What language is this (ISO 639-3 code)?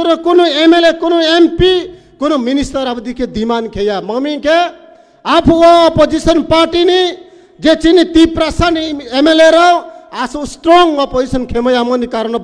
ria